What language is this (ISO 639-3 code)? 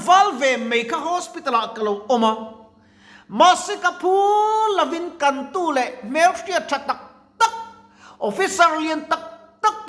lus